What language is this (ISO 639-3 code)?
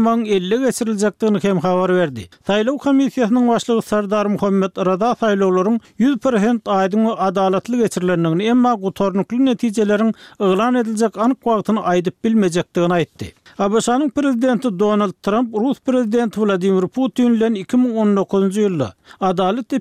tuk